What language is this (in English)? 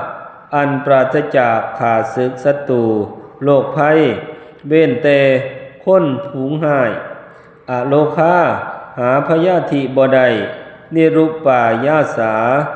Northeastern Thai